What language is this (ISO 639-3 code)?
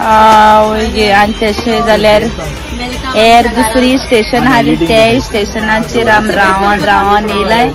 kok